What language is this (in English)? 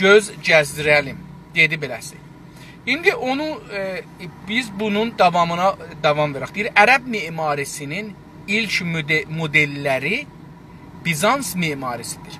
South Azerbaijani